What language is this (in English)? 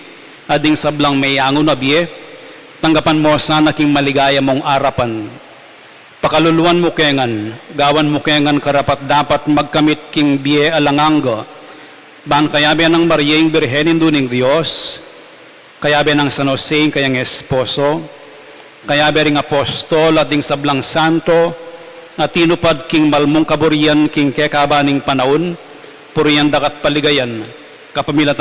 Pampanga